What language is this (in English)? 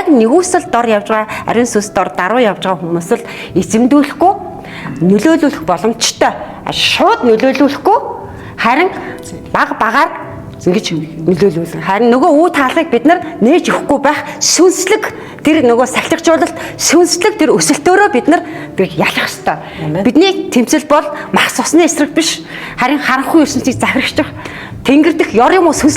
Mongolian